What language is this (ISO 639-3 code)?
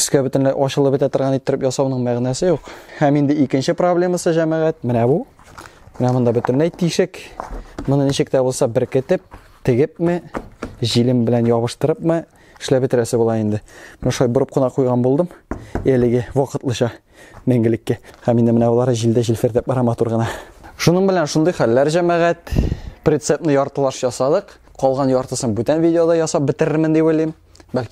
tat